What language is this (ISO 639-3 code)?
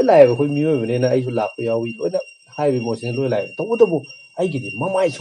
mni